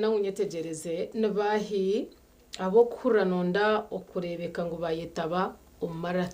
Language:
Nyankole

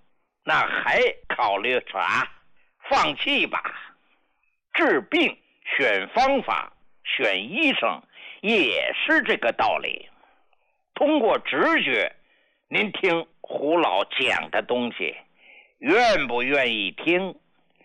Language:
Chinese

